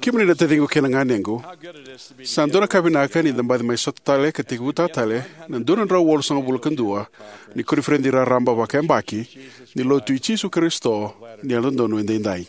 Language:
Fijian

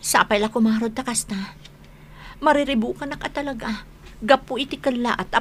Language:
Iloko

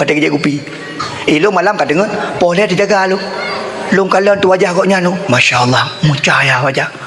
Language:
Achinese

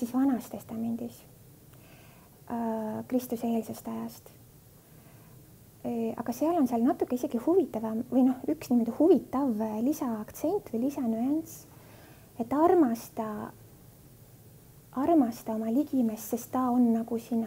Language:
Estonian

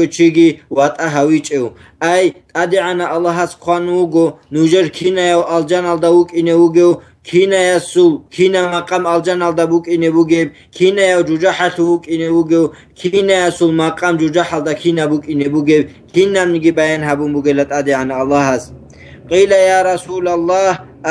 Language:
Avaric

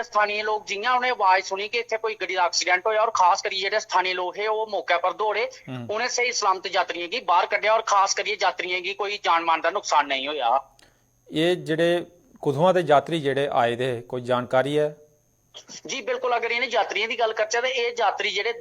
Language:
Dogri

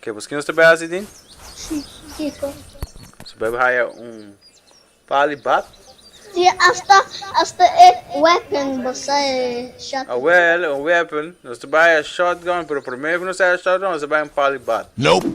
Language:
Papiamento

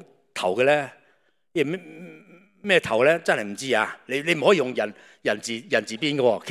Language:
Cantonese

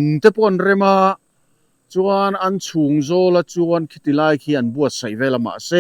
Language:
Mizo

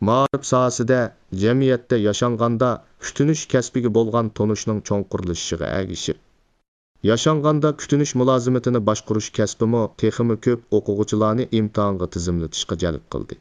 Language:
Uyghur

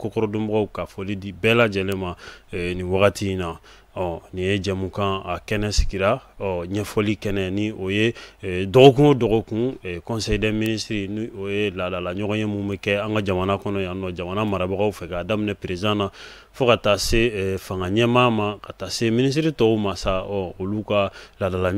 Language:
Bambara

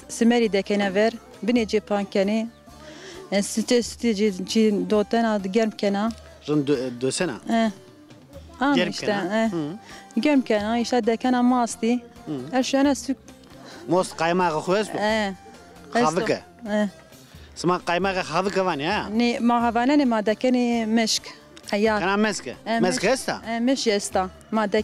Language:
Zaza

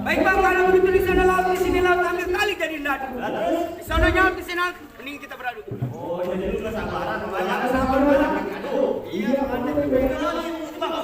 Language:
Betawi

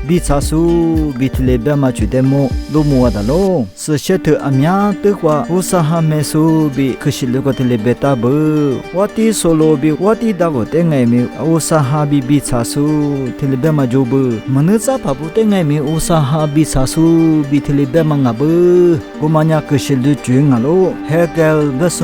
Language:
Lisu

